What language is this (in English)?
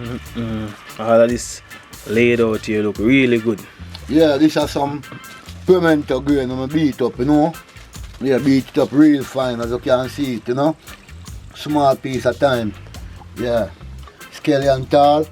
Jamaican Creole English